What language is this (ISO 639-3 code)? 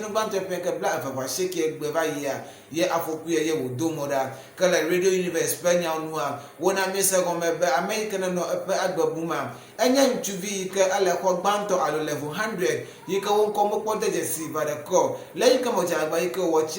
ewe